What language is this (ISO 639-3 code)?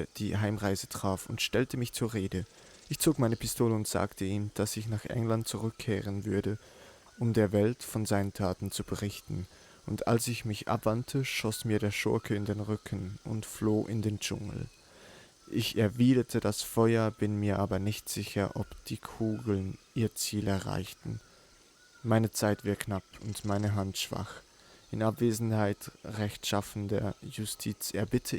gsw